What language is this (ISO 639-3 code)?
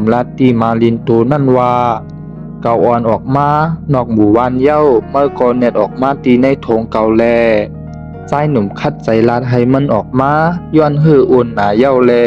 shn